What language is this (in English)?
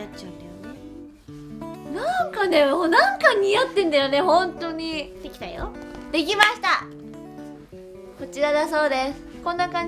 Japanese